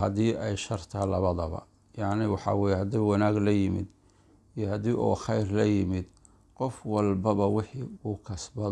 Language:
Somali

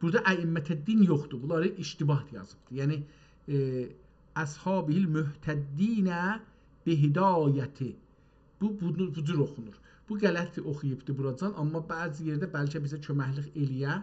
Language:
South Azerbaijani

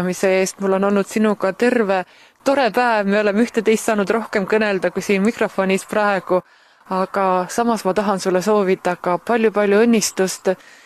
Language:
Estonian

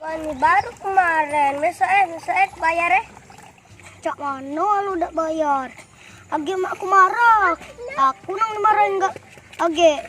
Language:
Musi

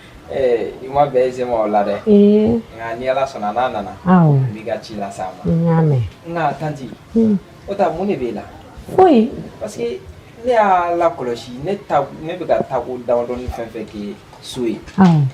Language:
Bambara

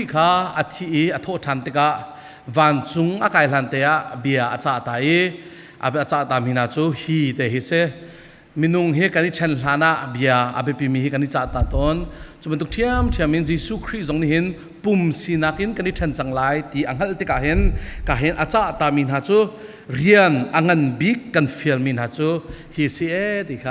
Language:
Falam Chin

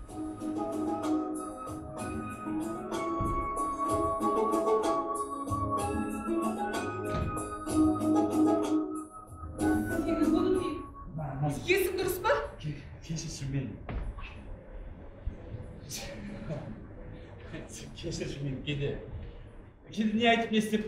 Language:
Kazakh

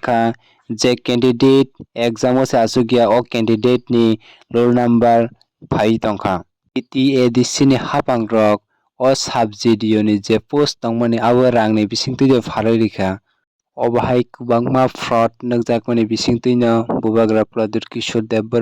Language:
Kok Borok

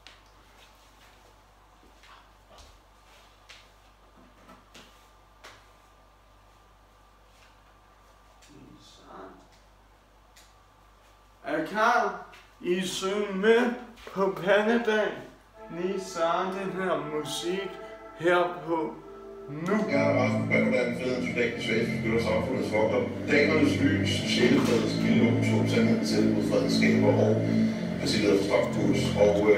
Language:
Danish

